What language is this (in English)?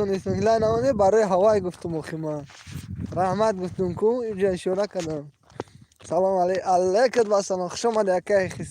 Tajik